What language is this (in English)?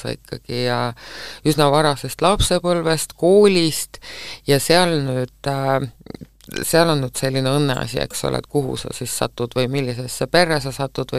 Estonian